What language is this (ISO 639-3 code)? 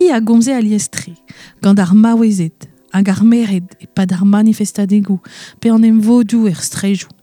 bre